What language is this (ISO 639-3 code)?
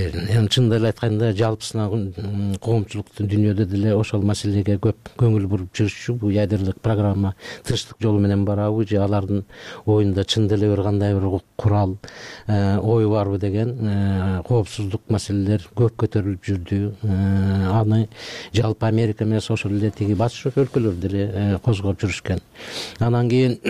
kir